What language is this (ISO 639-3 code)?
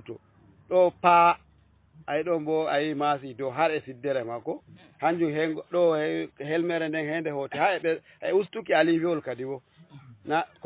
ful